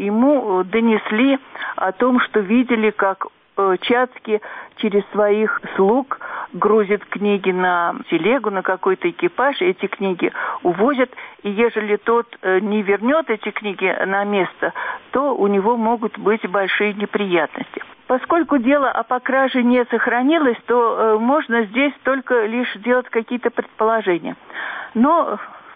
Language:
Russian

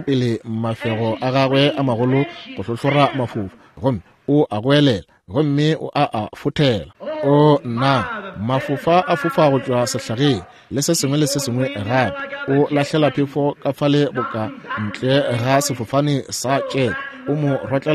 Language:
Northern Sotho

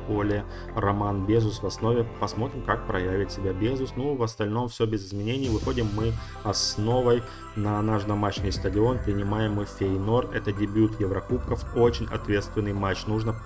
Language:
Russian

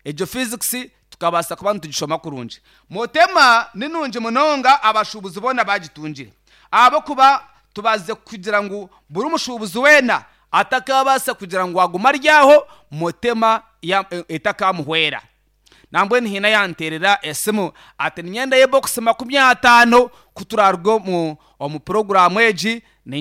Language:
Nyankole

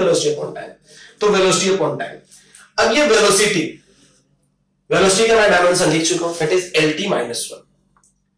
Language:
Hindi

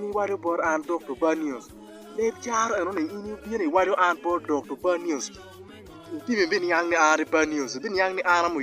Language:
Acoli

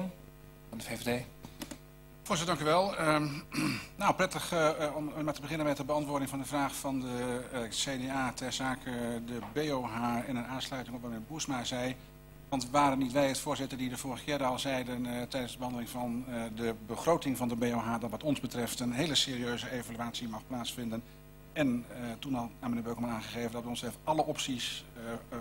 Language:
Dutch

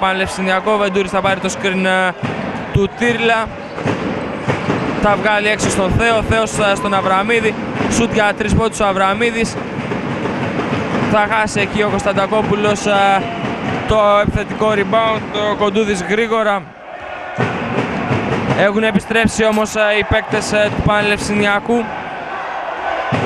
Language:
Greek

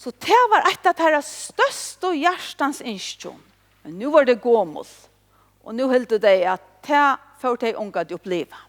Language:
Faroese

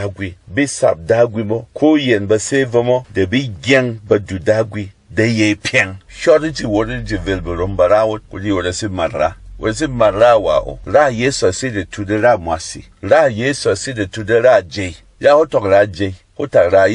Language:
Berom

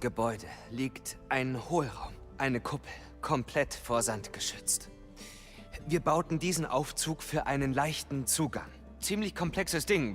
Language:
Bavarian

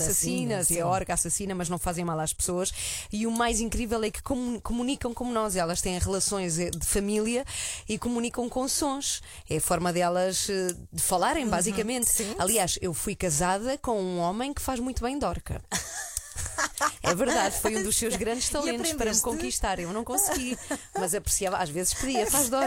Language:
Portuguese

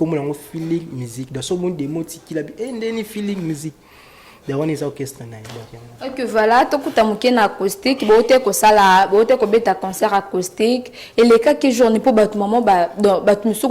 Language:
Lingala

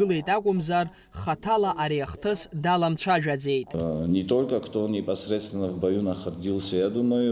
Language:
Abkhazian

